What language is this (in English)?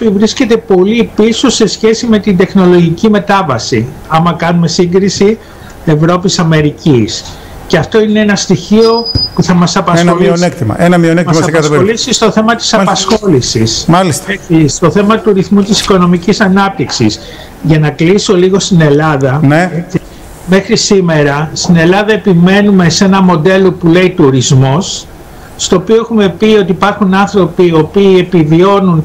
Greek